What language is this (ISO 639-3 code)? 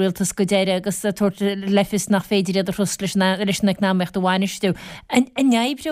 gle